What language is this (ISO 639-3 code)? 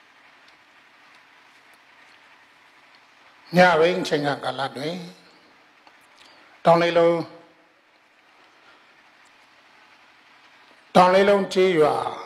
mya